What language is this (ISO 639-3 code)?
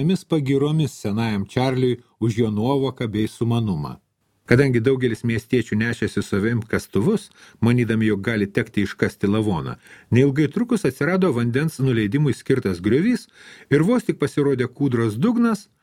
lit